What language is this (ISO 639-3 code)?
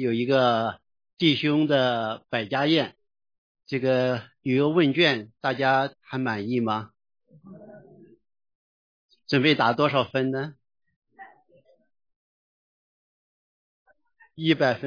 zho